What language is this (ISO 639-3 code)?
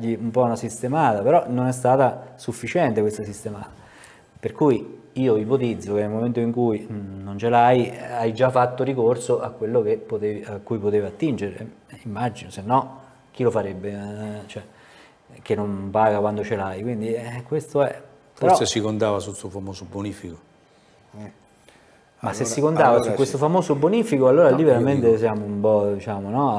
ita